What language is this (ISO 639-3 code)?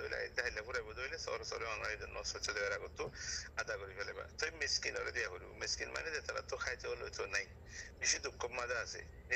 rhg